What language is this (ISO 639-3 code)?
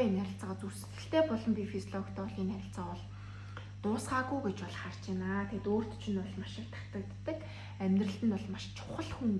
mon